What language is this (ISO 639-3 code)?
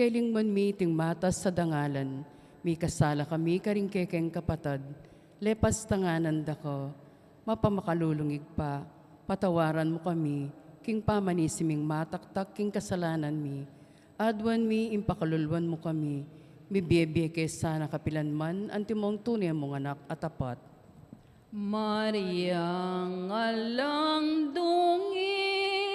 pam